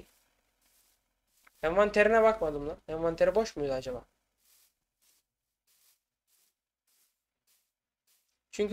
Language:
Turkish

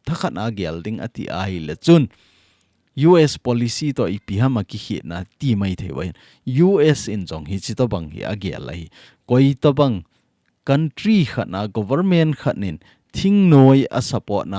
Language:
Thado Chin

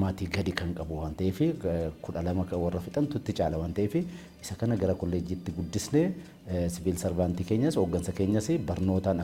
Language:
Oromo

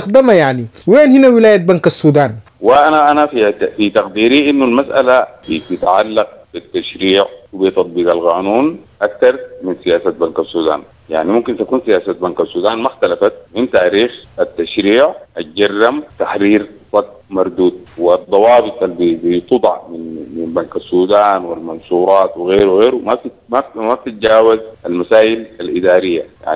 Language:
Sudanese Arabic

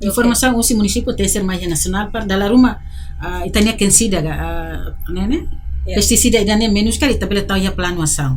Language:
Tetum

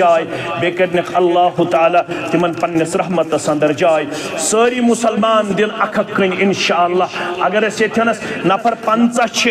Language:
Kashmiri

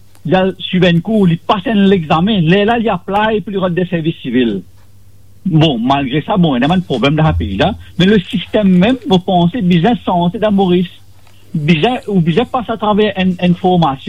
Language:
Morisyen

